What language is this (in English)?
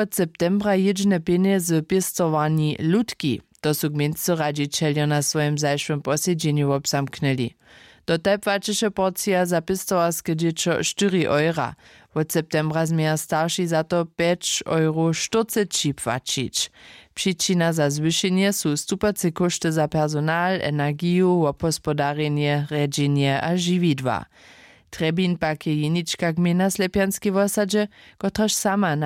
Upper Sorbian